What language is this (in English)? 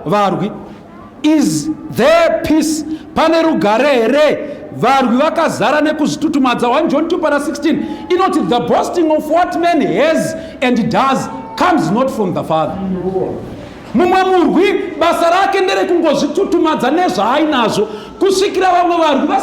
Shona